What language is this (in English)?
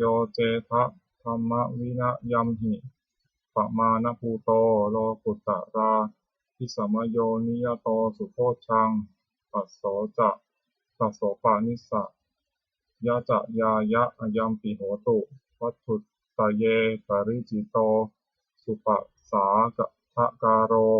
Pali